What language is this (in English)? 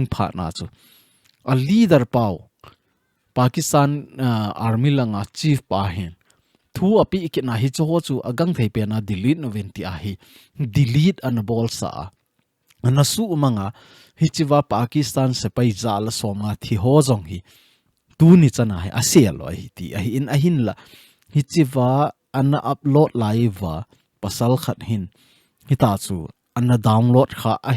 Thado Chin